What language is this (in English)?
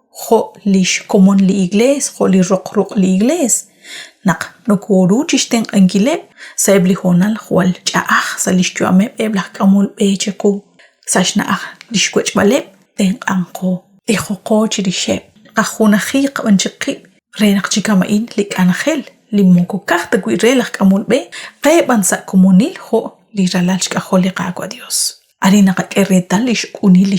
Kekchí